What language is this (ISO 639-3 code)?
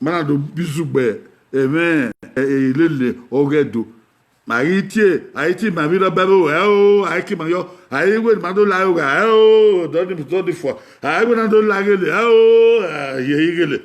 bin